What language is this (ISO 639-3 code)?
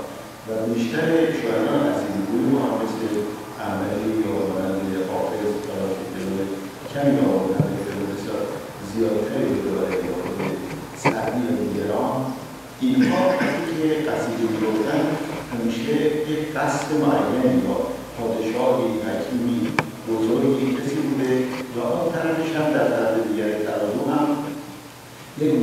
fas